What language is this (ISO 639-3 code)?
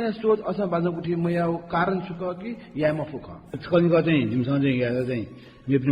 new